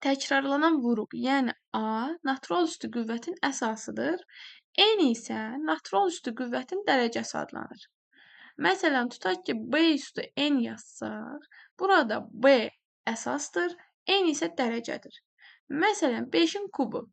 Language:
Azerbaijani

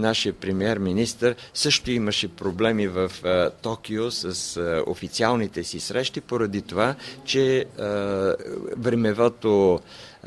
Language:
Bulgarian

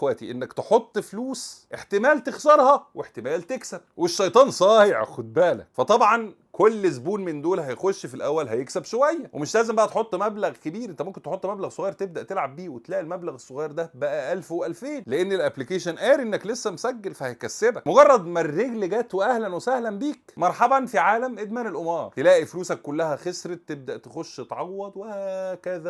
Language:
Egyptian Arabic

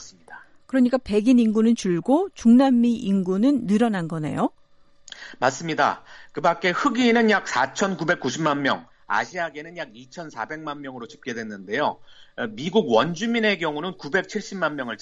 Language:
Korean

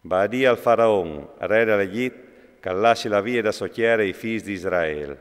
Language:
Friulian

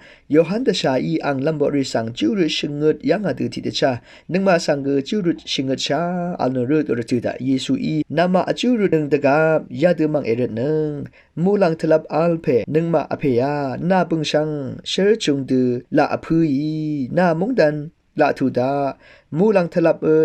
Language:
Rawang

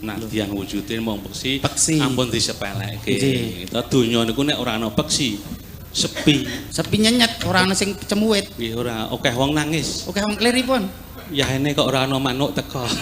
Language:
Javanese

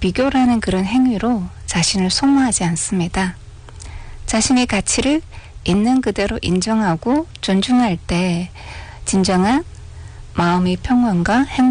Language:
Korean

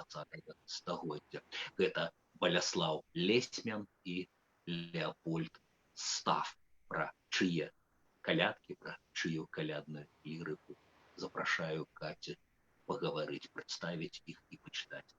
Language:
Belarusian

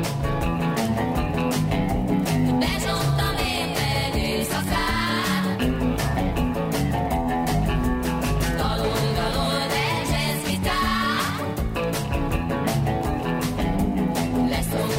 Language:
Hungarian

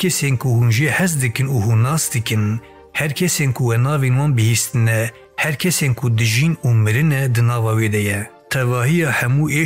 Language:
Kurdish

